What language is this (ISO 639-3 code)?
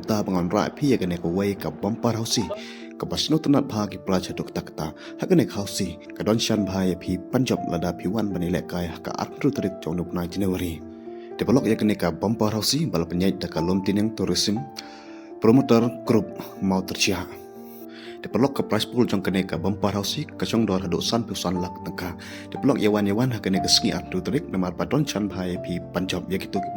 kha